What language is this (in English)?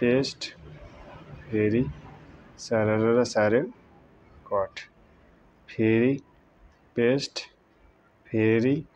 Nepali